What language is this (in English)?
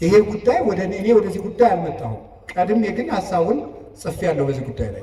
Amharic